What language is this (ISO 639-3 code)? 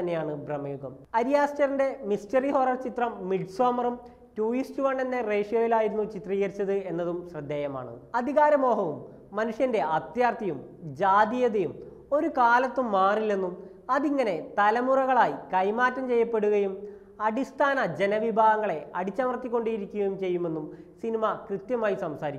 mal